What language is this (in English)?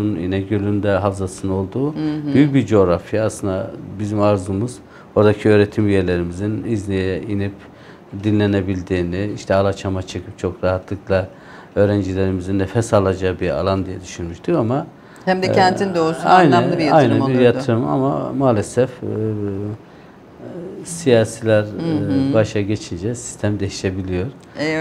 Turkish